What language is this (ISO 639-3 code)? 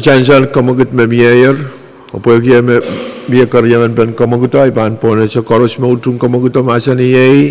pon